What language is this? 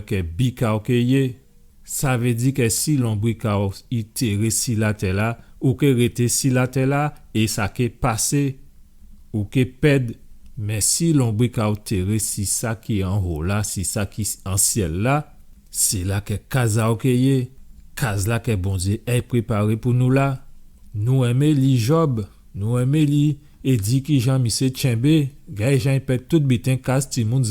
Guadeloupean Creole French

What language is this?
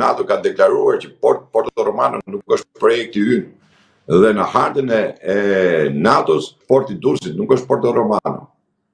Albanian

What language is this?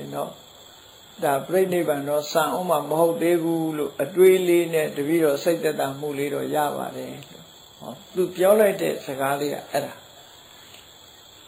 Burmese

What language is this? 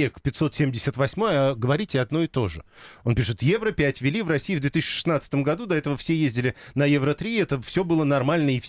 Russian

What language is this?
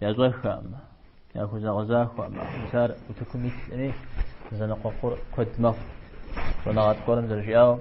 Kabardian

